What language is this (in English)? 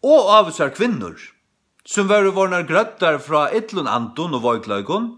Faroese